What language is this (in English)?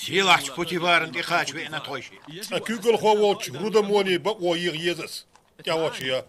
Chechen